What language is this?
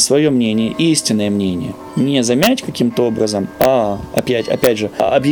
Russian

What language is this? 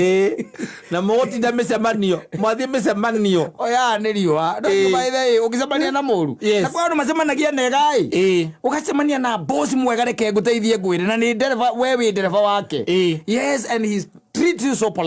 Kikuyu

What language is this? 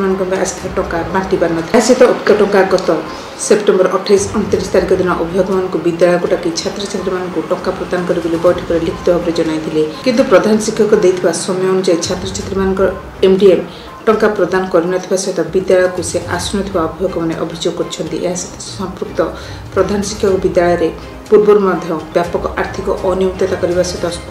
Odia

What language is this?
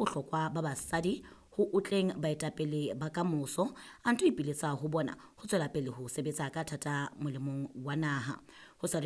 Southern Sotho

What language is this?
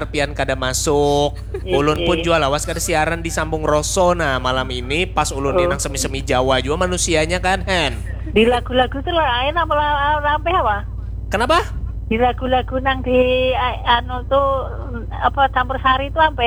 Banjar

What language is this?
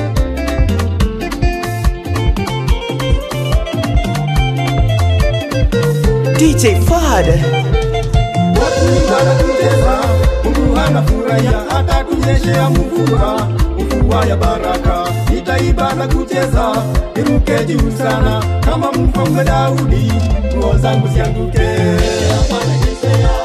Swahili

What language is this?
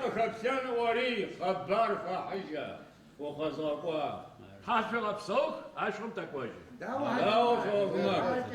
Adyghe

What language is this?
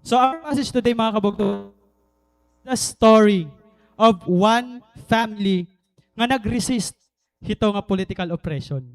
Waray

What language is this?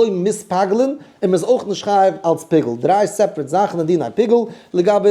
Yiddish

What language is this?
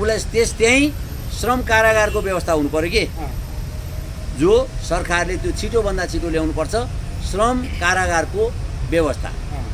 Nepali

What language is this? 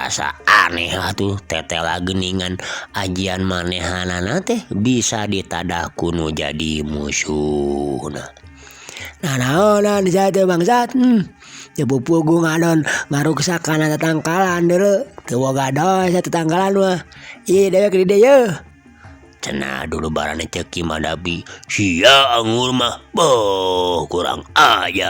Sundanese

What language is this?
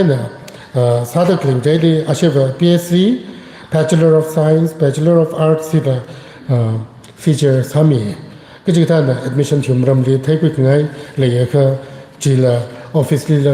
Tangkhul Naga (India)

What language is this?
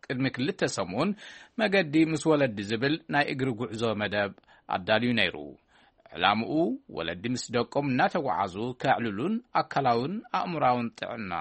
Tigrinya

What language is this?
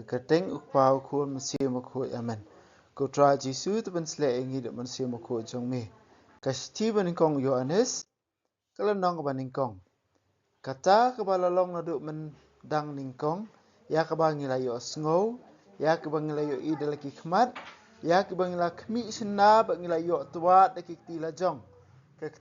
Khasi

